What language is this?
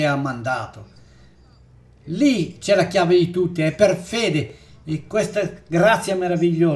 Italian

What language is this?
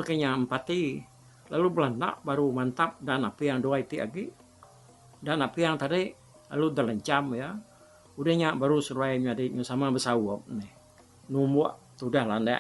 Iban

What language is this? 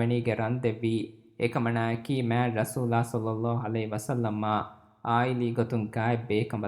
Divehi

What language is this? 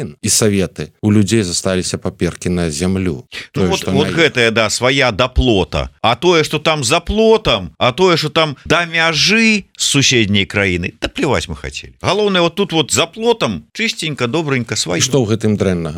Belarusian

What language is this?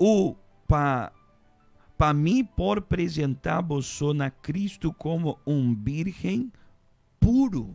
Papiamento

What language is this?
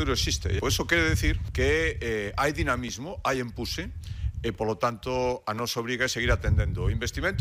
Galician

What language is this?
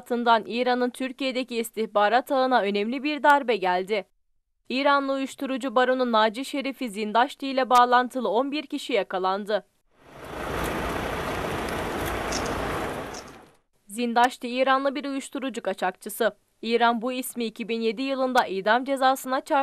Turkish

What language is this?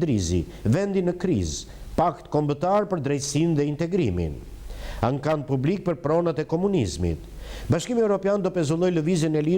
Albanian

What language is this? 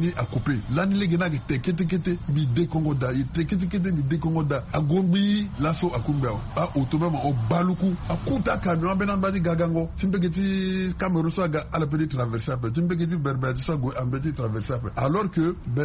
Sango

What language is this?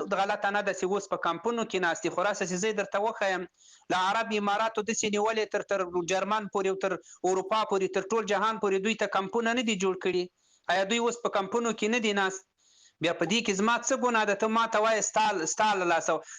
Pashto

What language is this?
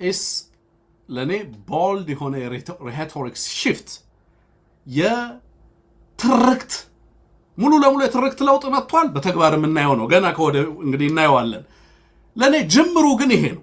Amharic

